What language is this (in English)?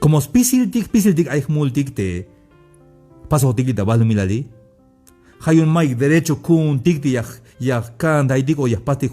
Tzeltal